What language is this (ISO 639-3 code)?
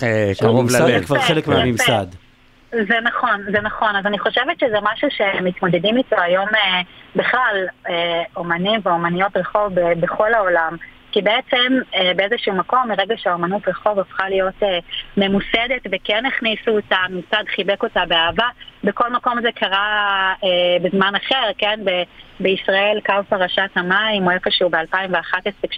heb